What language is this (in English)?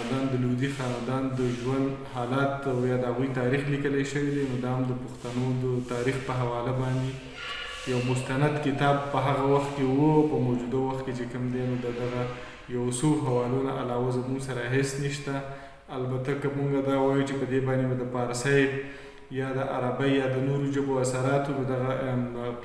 Pashto